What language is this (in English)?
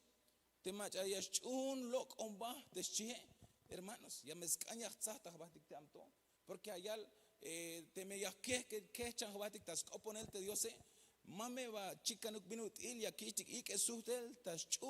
Tzeltal